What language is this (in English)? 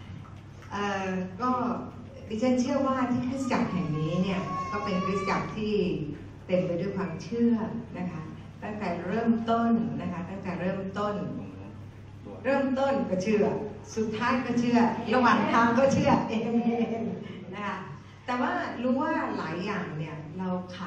Thai